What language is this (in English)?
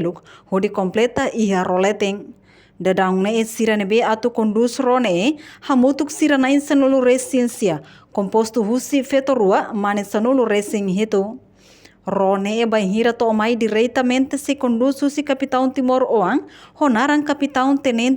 Tetum